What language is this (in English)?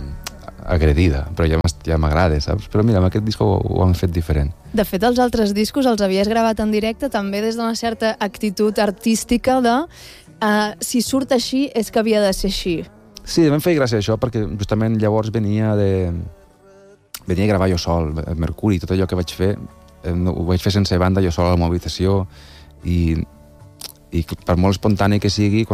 Catalan